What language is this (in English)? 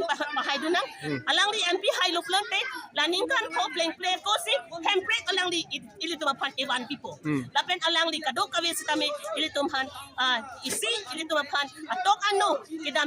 Karbi